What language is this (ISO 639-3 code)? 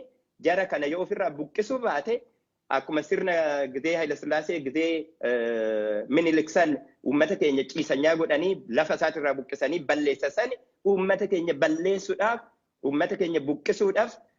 orm